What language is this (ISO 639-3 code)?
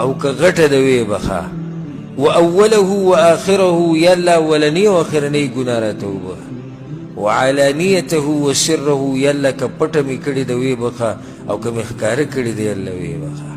pus